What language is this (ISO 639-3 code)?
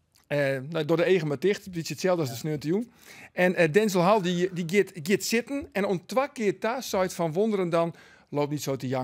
fry